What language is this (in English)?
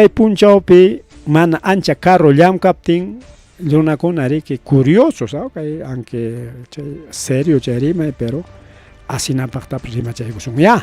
Ayacucho Quechua